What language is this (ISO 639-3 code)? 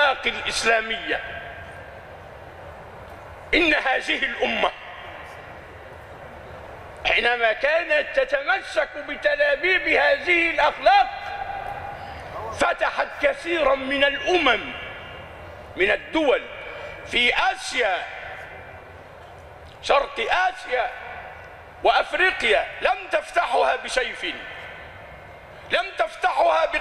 ara